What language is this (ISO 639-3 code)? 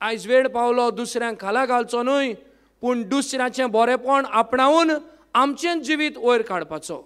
kok